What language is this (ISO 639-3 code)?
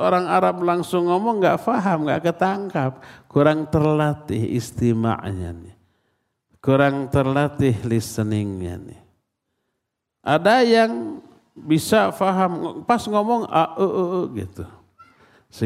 ind